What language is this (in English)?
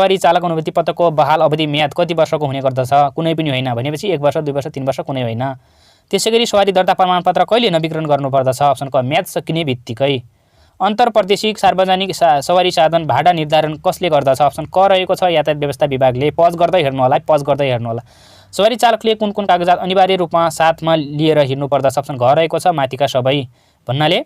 Nepali